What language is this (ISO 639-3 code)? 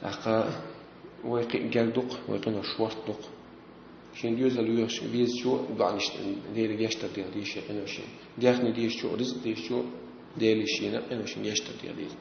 che